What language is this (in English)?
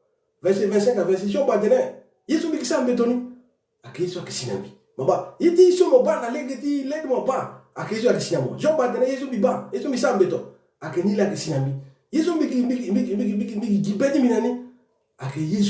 Sango